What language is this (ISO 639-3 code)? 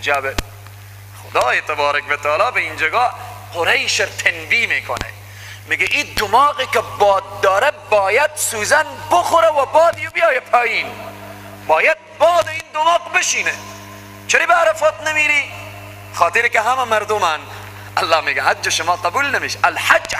fas